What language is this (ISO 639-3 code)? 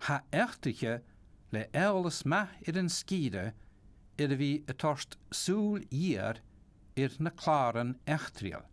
gla